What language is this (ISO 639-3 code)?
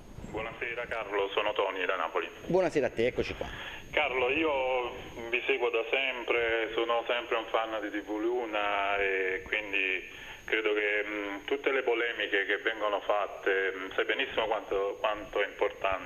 ita